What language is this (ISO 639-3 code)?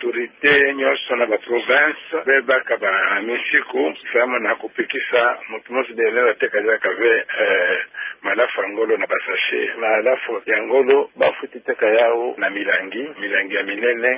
ktu